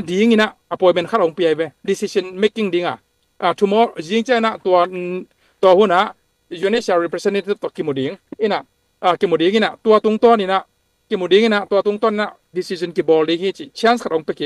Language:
Tedim Chin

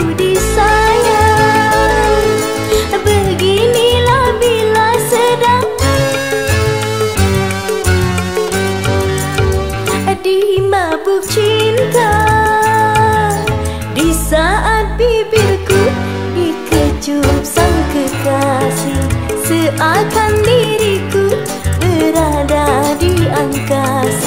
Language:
Malay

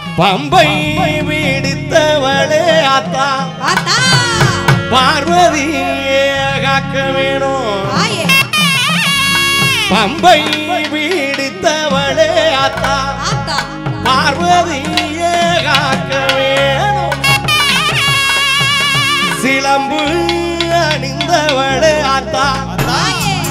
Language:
Tamil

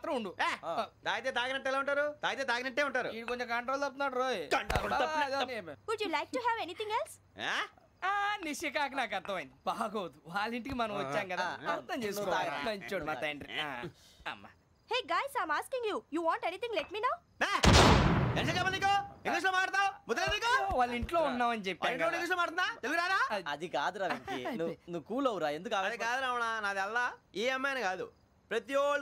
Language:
Telugu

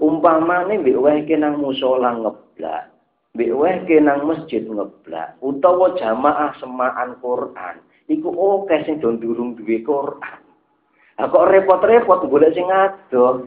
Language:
Javanese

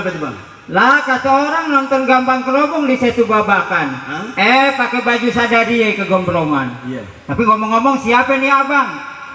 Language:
Betawi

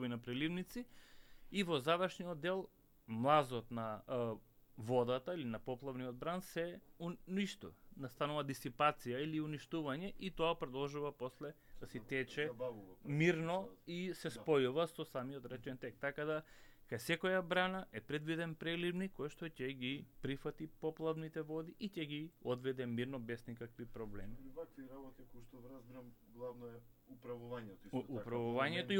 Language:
Macedonian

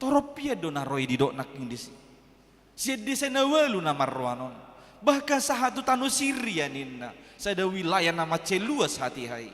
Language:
Batak Toba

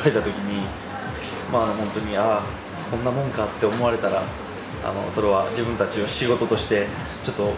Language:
Japanese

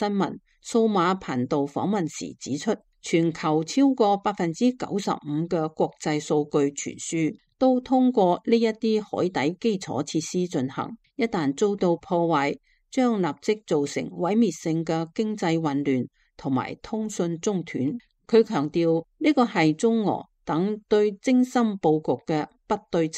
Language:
Cantonese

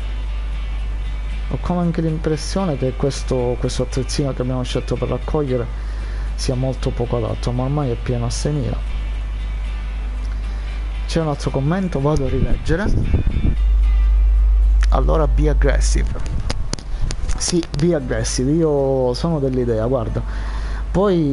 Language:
Italian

